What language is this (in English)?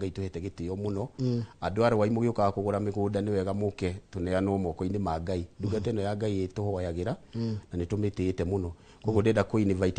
Kikuyu